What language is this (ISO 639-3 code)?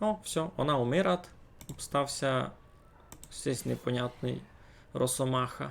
rue